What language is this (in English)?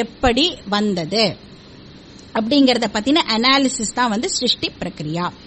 Tamil